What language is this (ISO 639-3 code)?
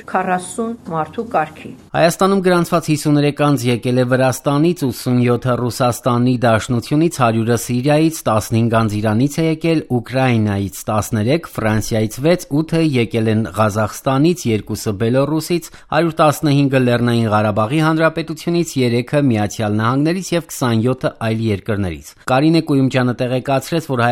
hye